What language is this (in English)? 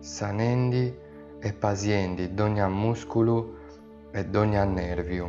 Sardinian